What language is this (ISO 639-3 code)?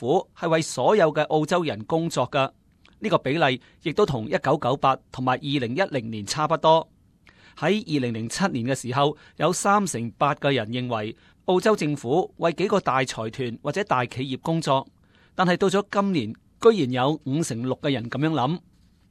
yue